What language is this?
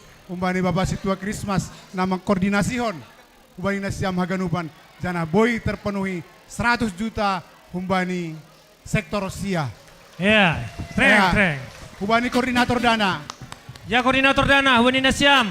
Batak Simalungun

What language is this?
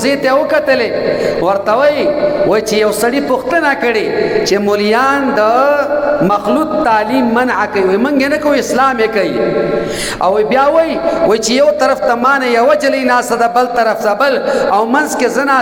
Pashto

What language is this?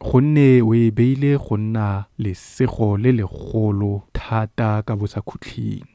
Tswana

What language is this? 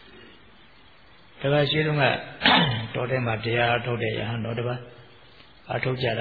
Burmese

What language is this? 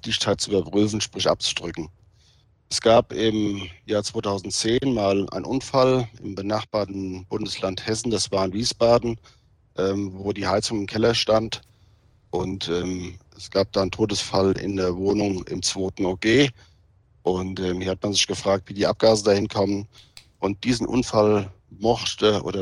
German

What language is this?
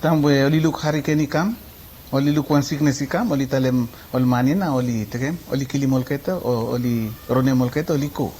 Bislama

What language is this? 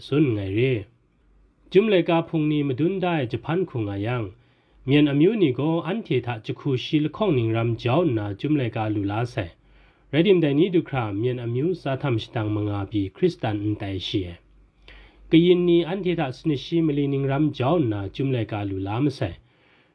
Kachin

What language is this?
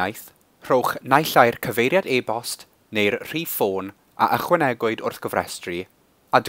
Welsh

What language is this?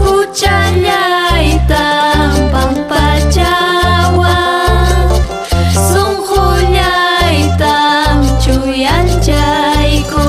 Ayacucho Quechua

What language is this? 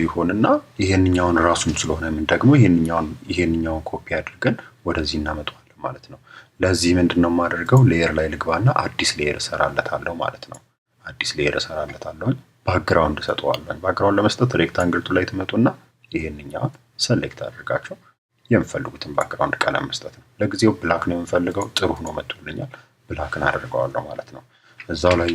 Amharic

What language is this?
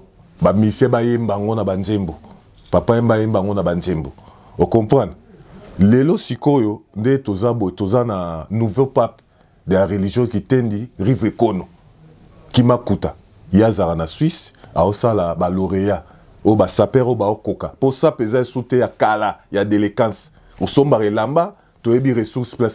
Lingala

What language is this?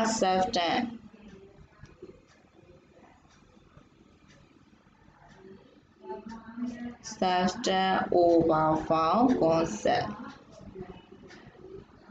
Burmese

